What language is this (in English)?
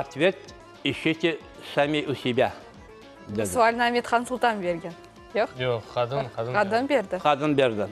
Crimean Tatar